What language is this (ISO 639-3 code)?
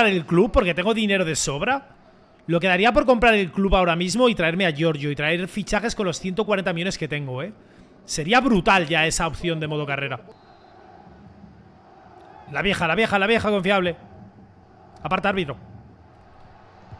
spa